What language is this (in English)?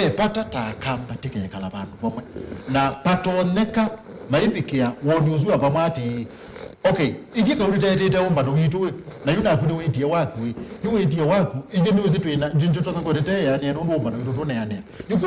Kamba